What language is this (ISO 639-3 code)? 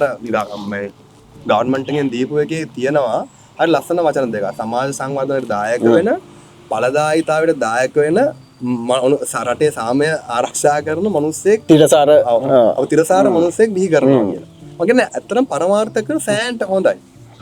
sin